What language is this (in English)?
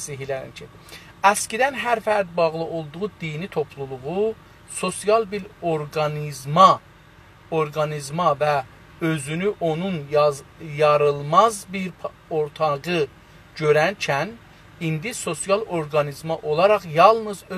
South Azerbaijani